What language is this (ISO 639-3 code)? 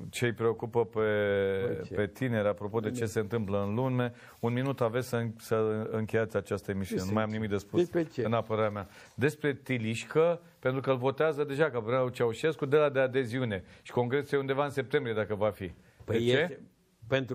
ron